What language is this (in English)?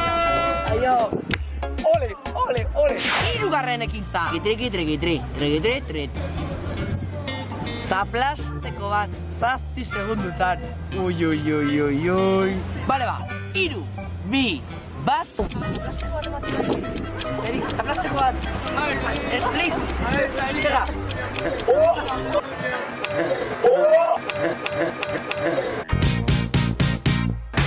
Basque